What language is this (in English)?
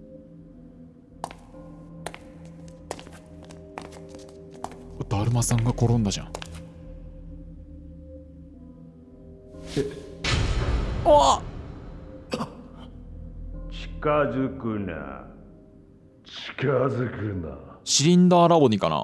Japanese